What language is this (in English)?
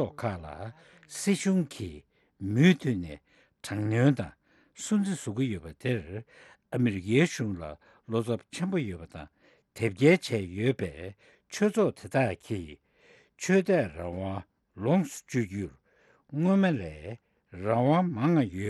Tibetan